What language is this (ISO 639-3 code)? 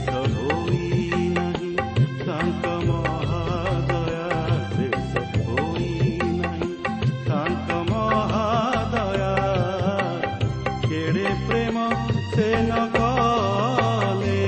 ori